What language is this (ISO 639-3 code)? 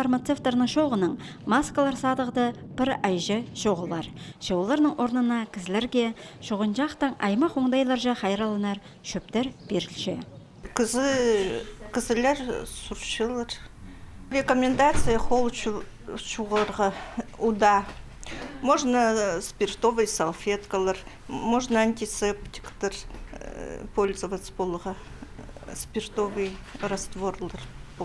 kjh